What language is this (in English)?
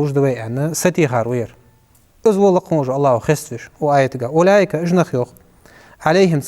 Ingush